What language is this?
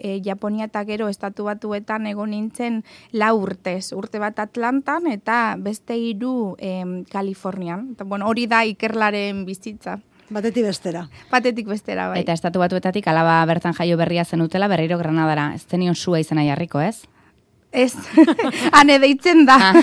Basque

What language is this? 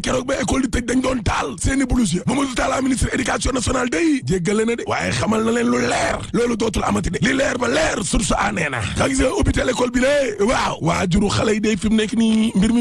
Wolof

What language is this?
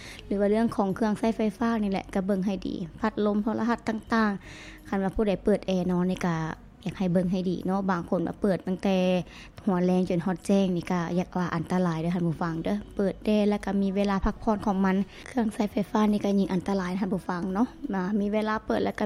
Lao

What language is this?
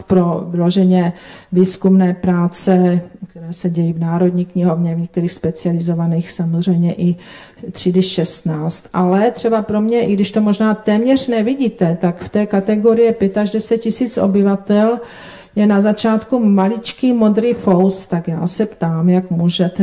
Czech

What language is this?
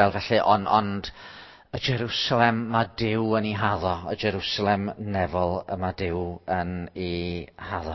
Welsh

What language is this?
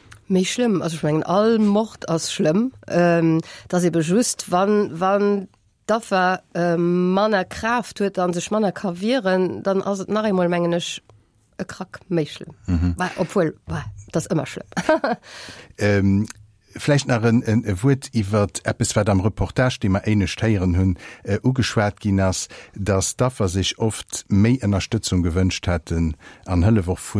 Luxembourgish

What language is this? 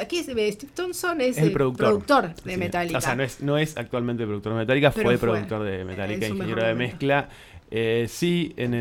Spanish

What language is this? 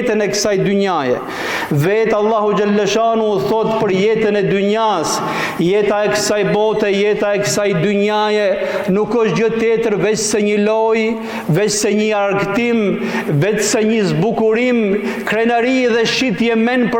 Albanian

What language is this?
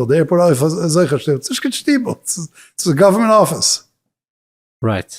Yiddish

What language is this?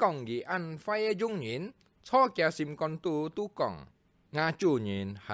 Hakka Chinese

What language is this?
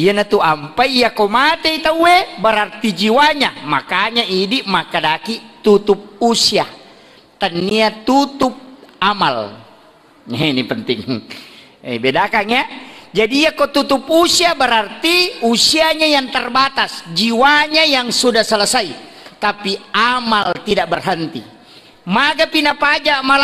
Buginese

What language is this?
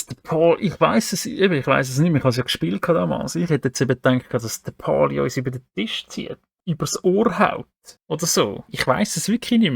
Swiss German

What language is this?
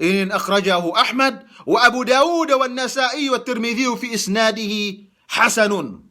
Yakan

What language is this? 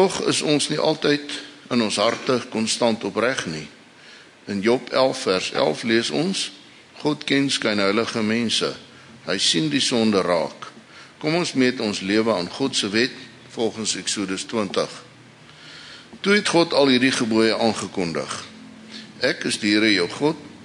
Afrikaans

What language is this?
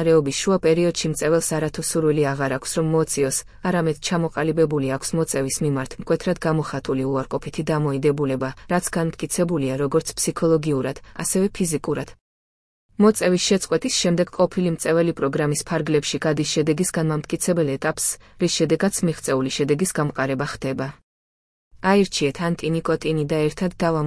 Georgian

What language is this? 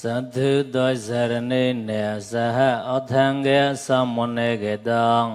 Mon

